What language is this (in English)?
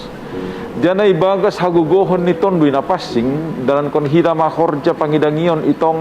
Batak Simalungun